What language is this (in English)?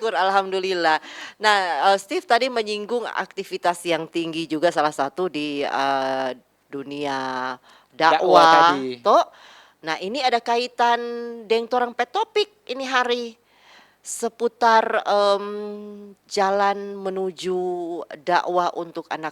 Manado Malay